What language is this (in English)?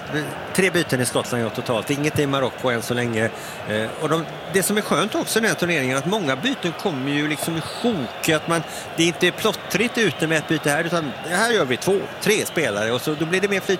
Swedish